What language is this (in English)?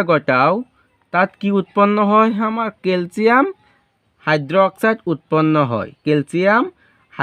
Assamese